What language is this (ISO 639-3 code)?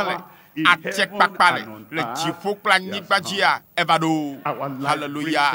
ewe